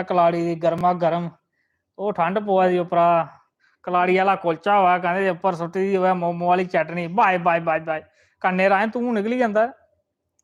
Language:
Dogri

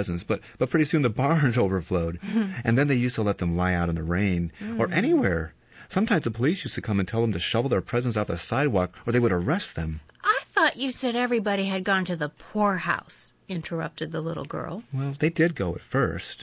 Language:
English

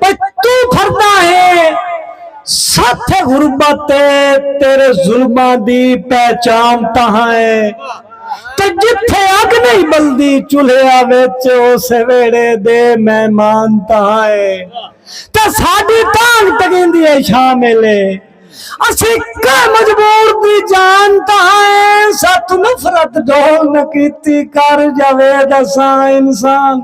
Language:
Saraiki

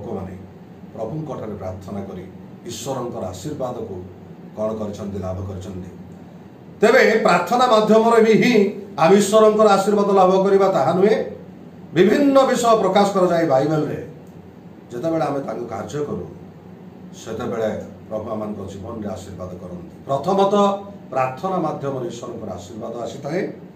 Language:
Odia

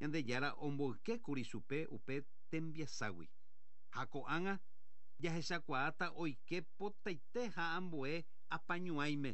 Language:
Guarani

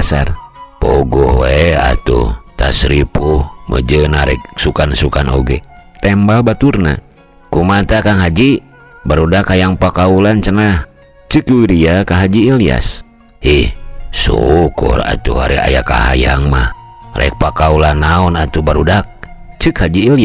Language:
Sundanese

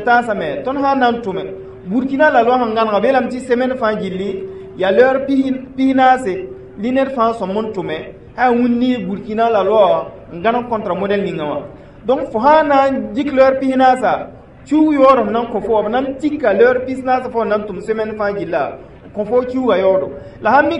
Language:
Mossi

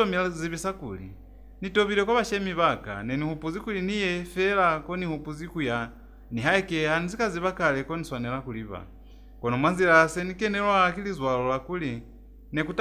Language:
Lozi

